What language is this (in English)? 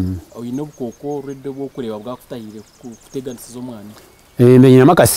Nyankole